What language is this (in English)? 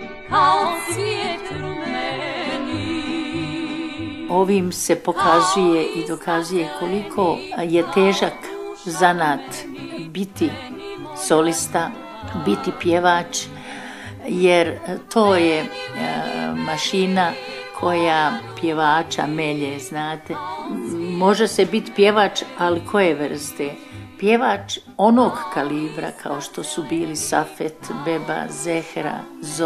Bosnian